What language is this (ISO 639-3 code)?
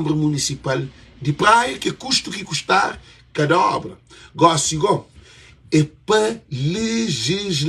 kea